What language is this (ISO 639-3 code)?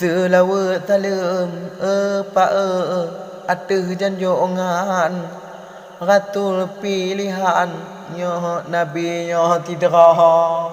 ace